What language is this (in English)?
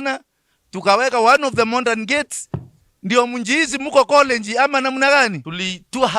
Meru